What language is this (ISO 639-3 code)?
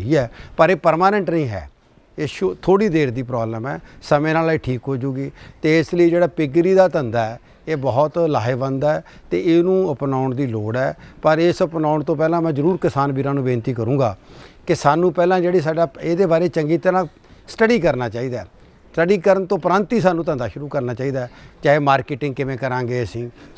pan